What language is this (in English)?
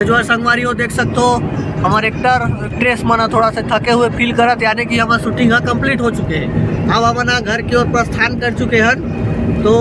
Chhattisgarhi